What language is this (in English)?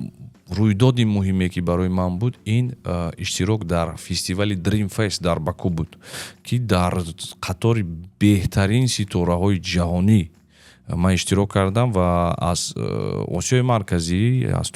Tajik